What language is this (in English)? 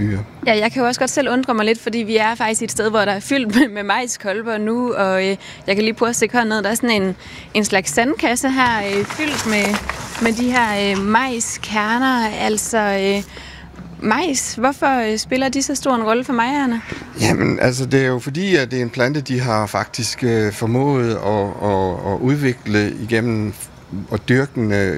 Danish